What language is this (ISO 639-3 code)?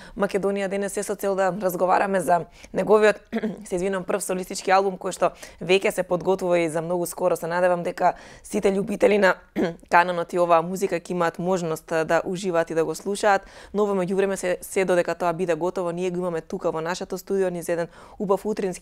mkd